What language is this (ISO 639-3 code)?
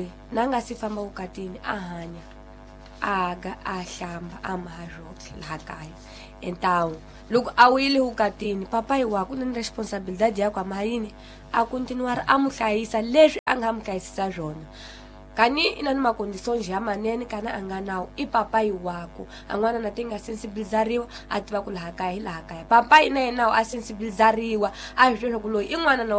tso